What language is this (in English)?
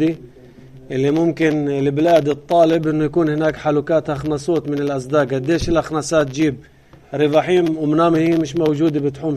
North Levantine Arabic